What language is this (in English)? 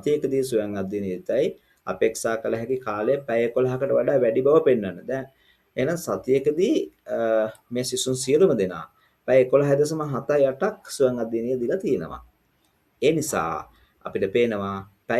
Sinhala